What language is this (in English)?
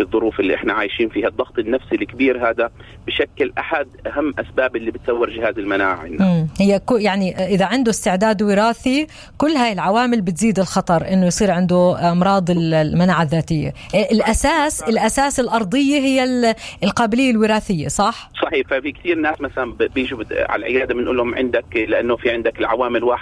North Levantine Arabic